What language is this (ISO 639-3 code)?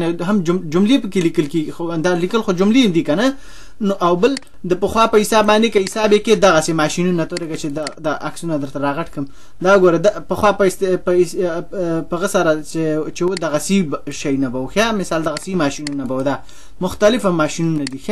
pus